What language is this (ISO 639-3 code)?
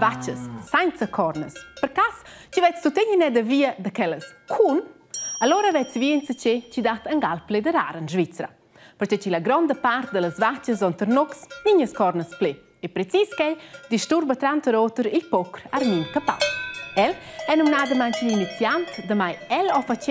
roh